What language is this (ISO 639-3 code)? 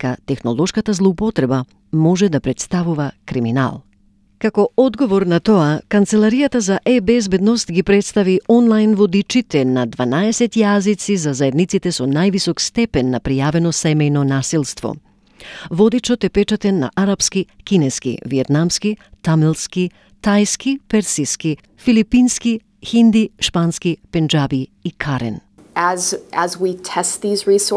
mkd